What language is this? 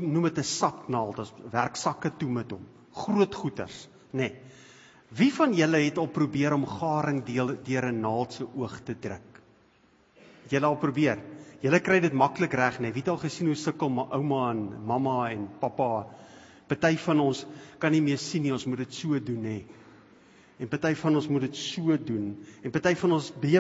Afrikaans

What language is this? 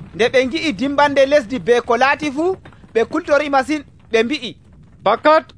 Nigerian Fulfulde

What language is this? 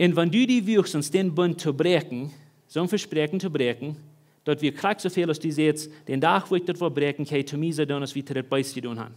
Plautdietsch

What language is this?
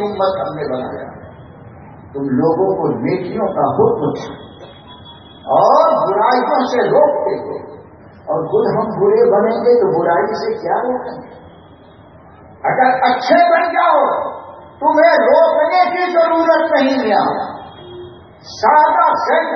Urdu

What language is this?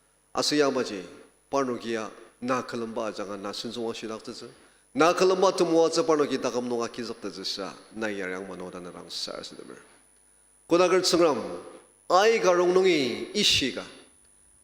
Ao Naga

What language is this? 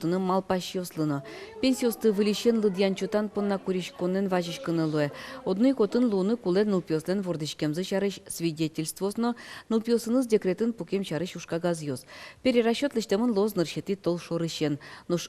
Udmurt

